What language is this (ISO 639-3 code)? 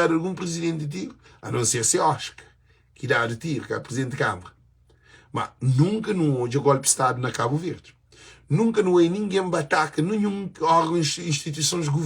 kea